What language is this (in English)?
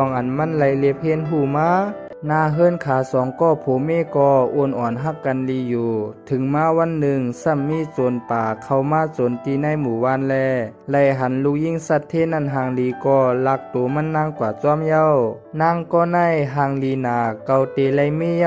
Shan